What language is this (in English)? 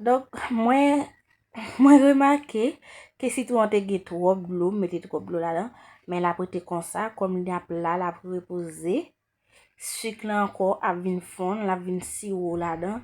Haitian Creole